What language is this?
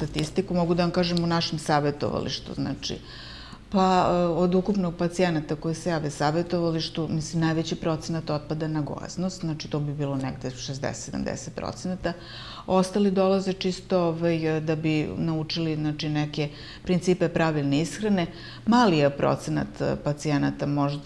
Serbian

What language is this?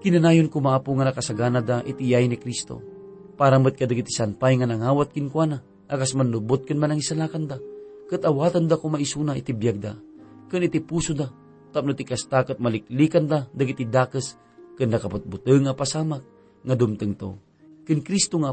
Iloko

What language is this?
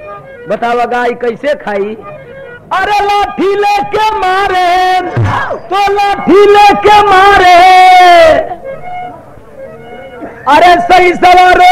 Bhojpuri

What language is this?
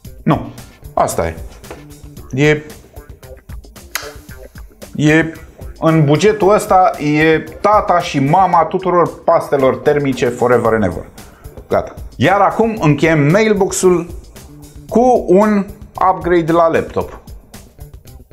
Romanian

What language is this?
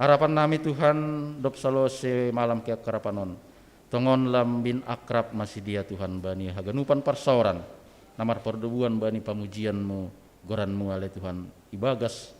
Batak Simalungun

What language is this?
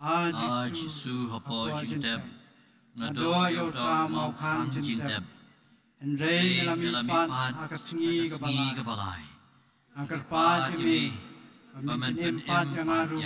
Khasi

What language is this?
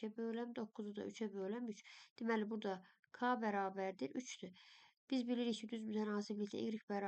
Azerbaijani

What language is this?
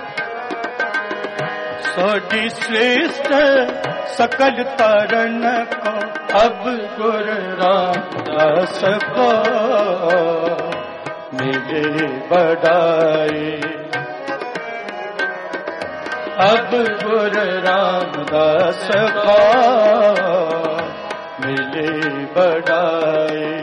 Punjabi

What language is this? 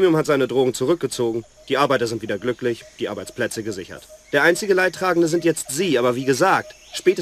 Bavarian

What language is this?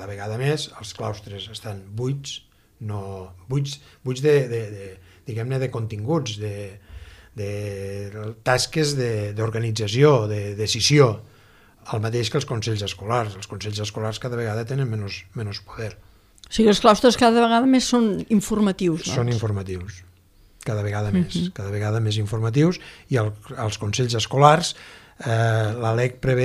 Catalan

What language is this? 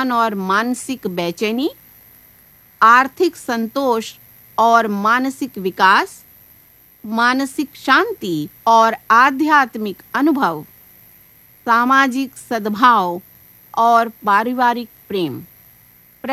Hindi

